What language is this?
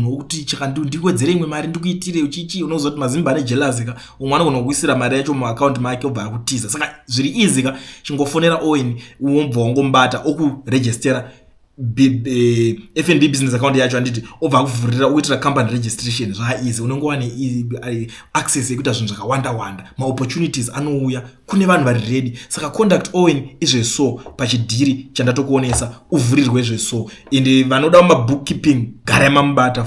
Shona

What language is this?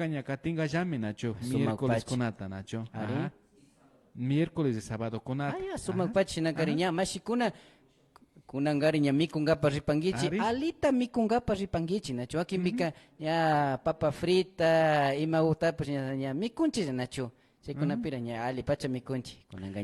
Imbabura Highland Quichua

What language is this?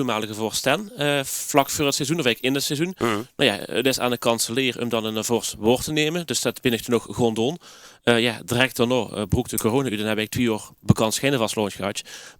Limburgish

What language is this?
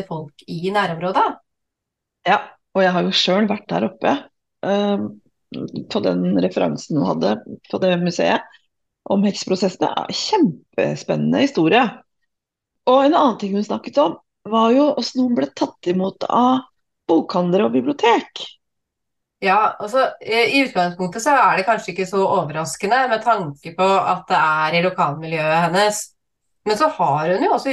Norwegian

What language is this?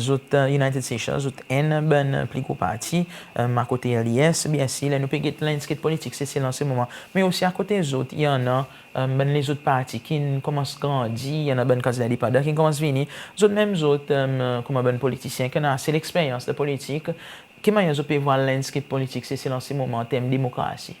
Seselwa Creole French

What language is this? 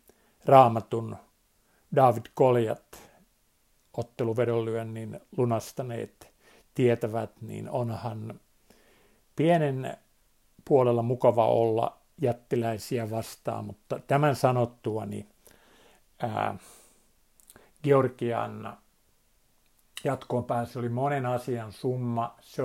Finnish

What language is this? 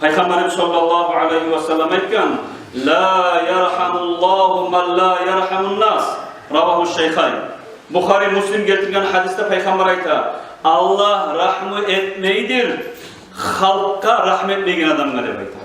Kumyk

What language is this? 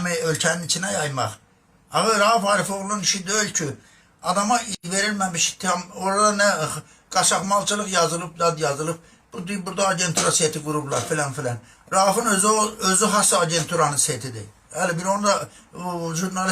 Azerbaijani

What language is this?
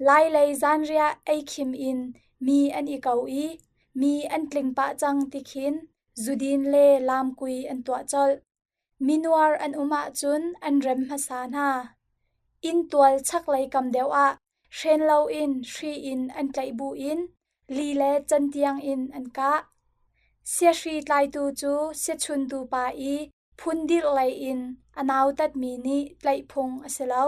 Hakha Chin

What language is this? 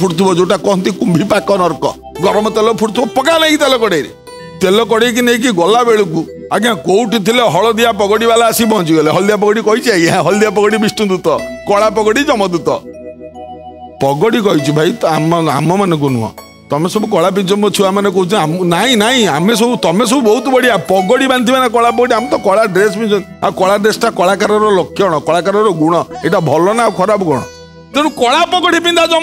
Odia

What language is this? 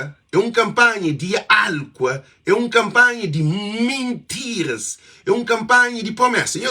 Kabuverdianu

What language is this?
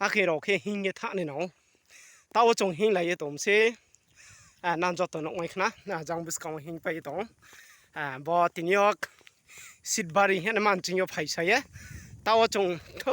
Riang (India)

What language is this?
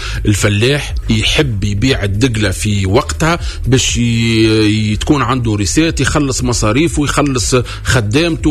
Tunisian Arabic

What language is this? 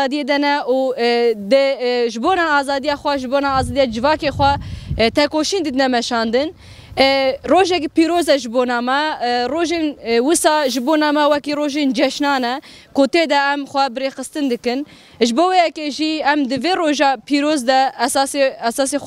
Kurdish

